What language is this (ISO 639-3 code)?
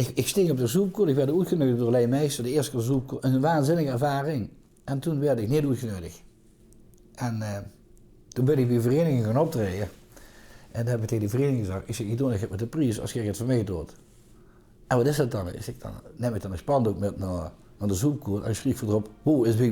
lim